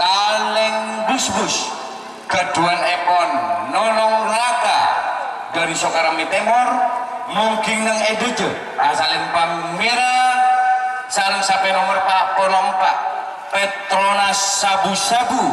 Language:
Madurese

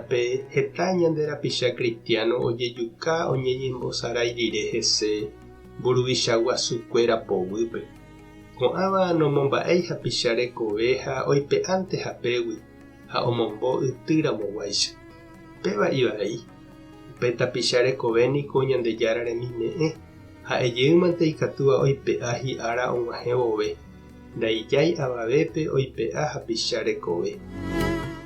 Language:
Guarani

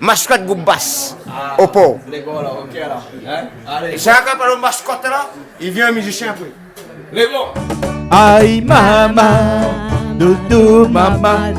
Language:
Réunion Creole French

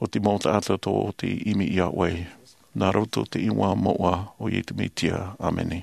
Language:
Tahitian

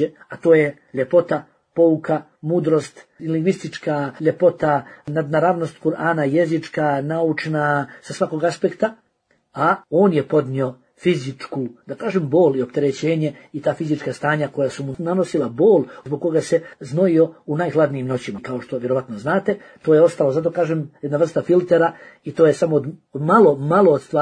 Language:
Bosnian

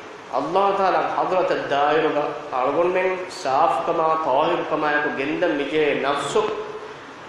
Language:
Divehi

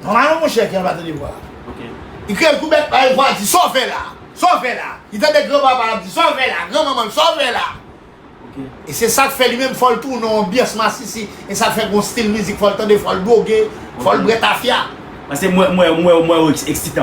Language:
Haitian Creole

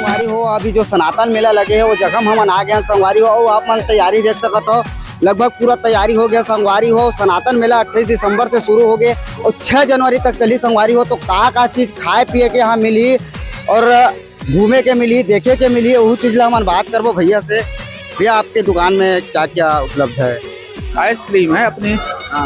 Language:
Chhattisgarhi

